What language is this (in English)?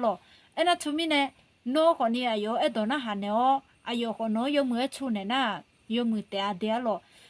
Akha